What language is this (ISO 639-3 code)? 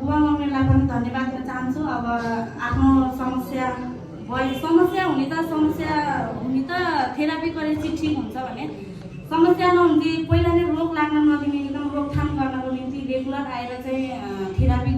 nep